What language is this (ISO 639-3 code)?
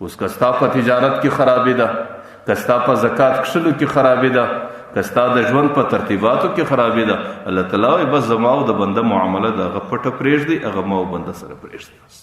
pus